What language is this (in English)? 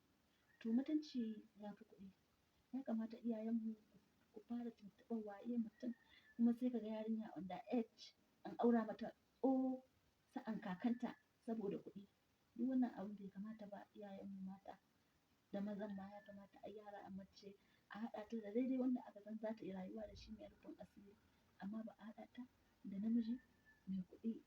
Hausa